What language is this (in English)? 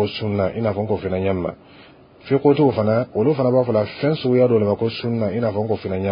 Dyula